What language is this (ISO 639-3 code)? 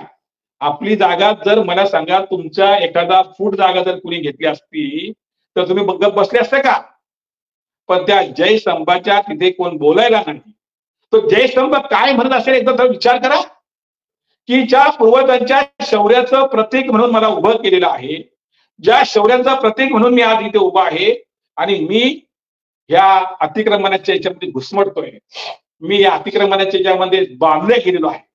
mar